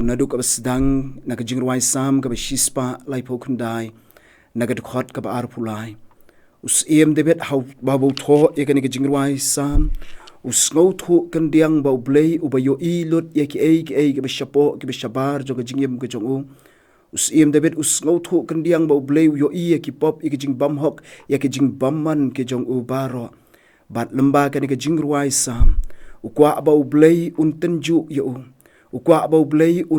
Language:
Khasi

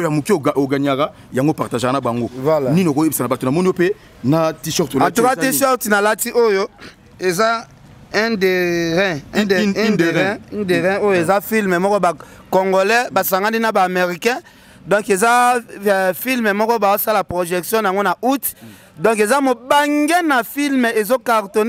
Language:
Lingala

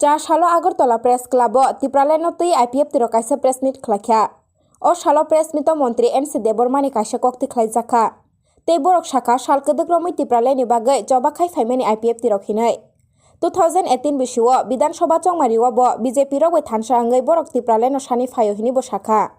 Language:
Kok Borok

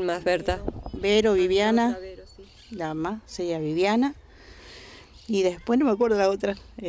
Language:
Spanish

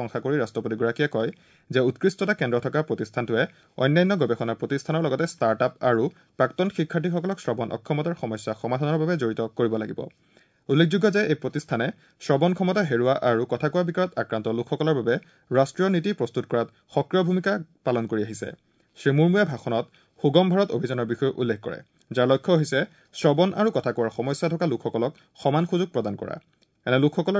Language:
Assamese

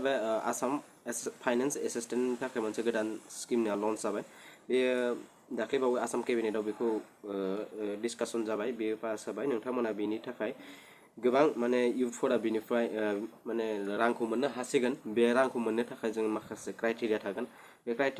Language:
Bodo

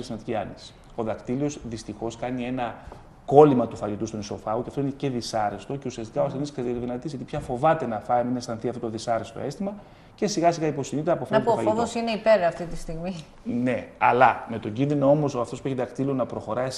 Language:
Greek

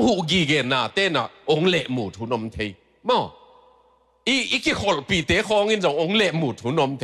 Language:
Tedim Chin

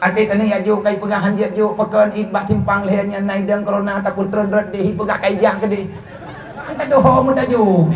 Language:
Achinese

